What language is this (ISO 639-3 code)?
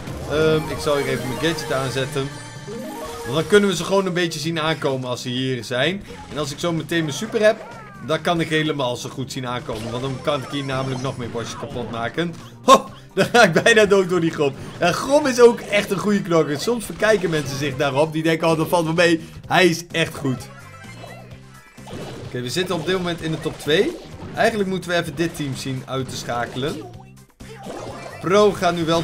nld